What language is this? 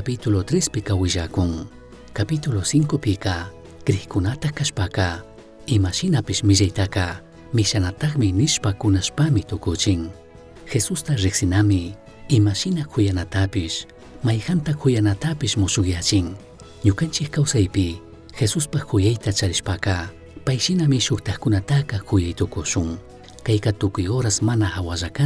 Chimborazo Highland Quichua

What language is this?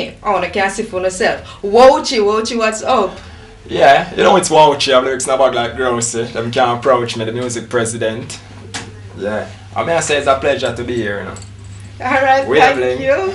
Jamaican Creole English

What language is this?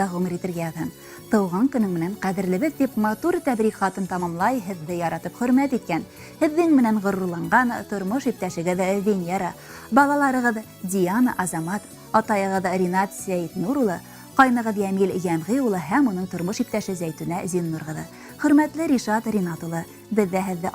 Bashkir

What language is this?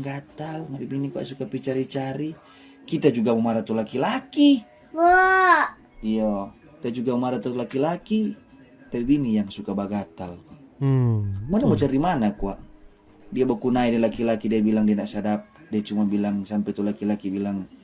Manado Malay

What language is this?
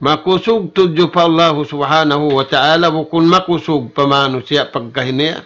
Tausug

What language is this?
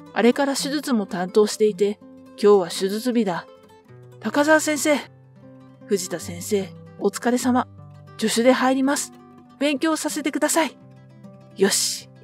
Japanese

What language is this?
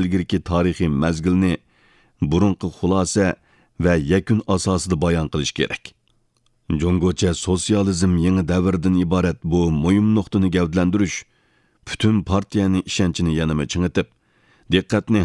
Uyghur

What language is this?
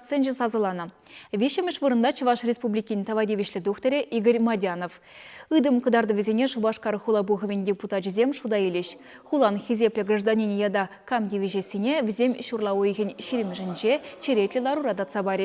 Chuvash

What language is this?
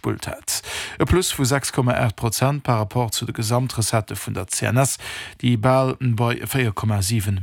Luxembourgish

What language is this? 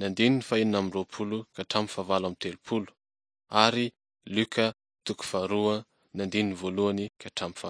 Malagasy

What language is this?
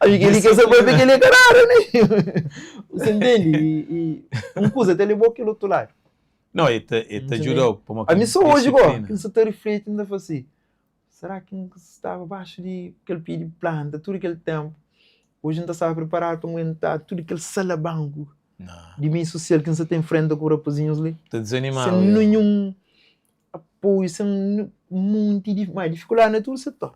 Kabuverdianu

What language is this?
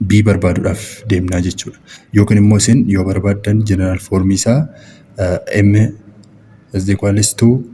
Oromo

